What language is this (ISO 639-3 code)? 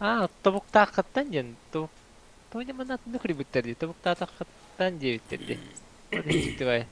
sah